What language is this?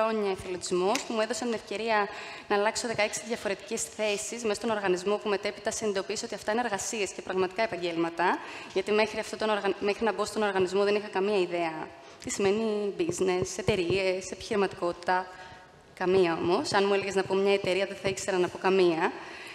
Greek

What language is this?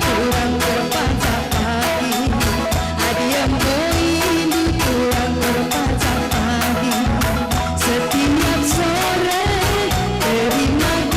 Batak Karo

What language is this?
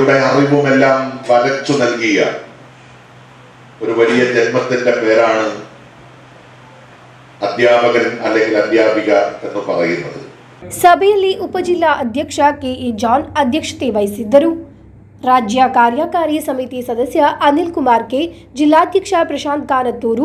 Kannada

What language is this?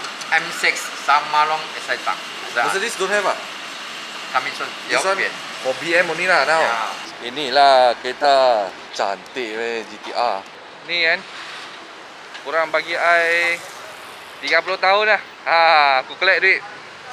Malay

